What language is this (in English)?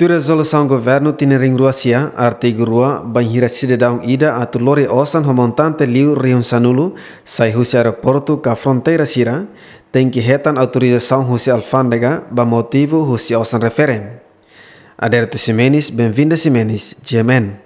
Tetum